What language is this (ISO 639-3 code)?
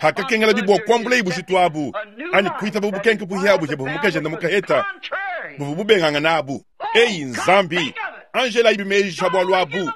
lua